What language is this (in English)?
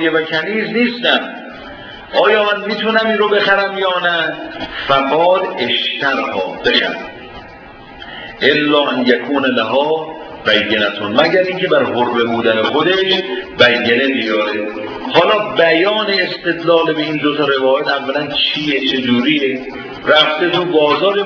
Persian